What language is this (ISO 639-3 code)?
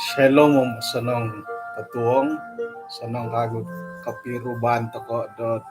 dtp